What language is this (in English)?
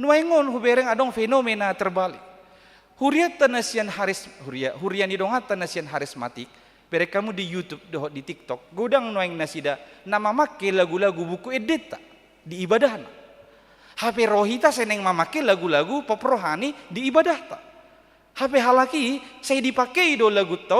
Batak Toba